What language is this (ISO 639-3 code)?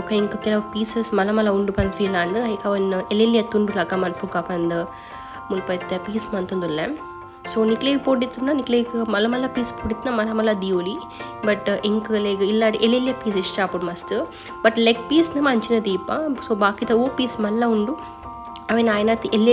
tcy